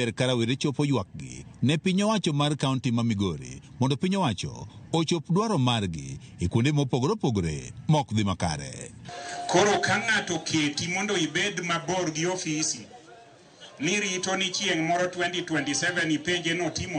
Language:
Luo (Kenya and Tanzania)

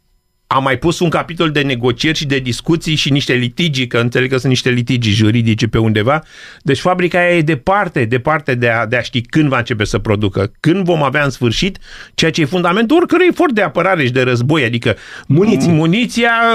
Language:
Romanian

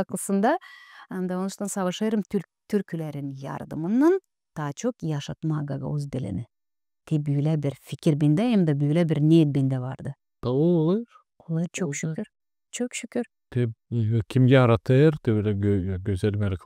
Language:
Gagauz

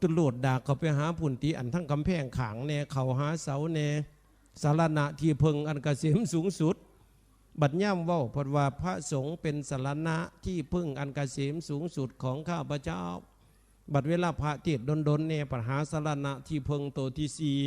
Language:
Northeastern Thai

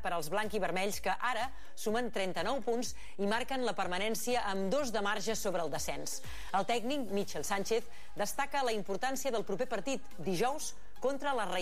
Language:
Catalan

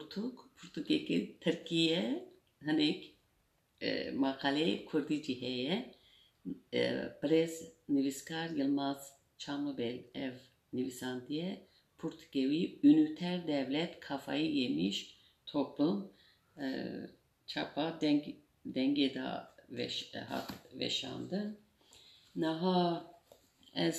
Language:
Kurdish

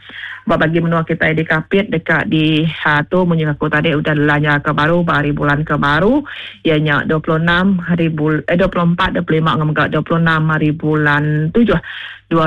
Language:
Iban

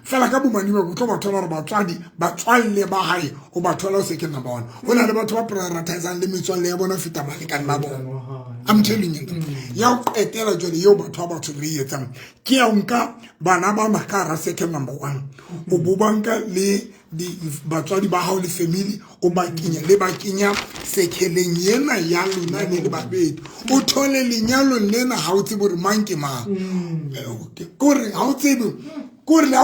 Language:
Southern Sotho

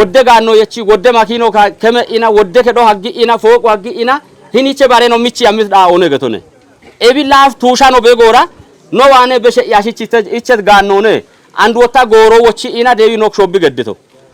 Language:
Kafa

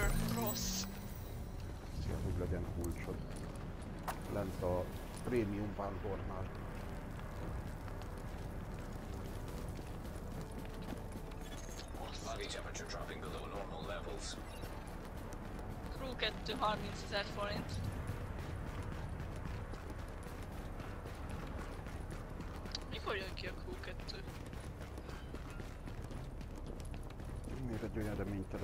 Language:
Hungarian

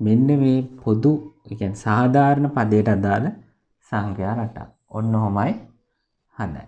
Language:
Sinhala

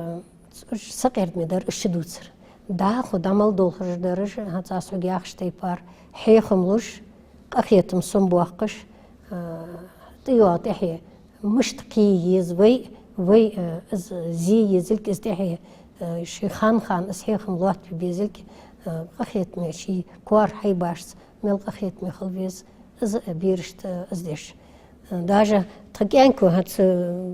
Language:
Ingush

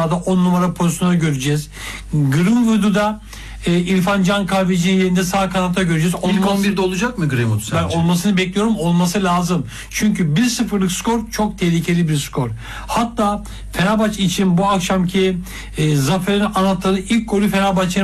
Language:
Turkish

